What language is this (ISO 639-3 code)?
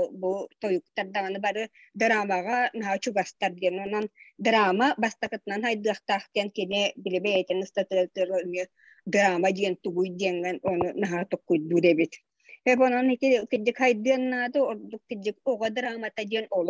sah